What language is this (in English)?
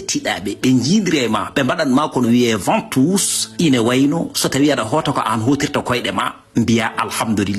Fula